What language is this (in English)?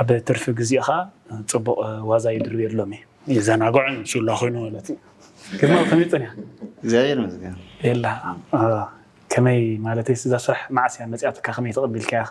Tigrinya